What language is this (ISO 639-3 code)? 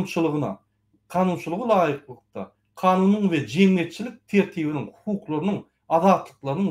tuk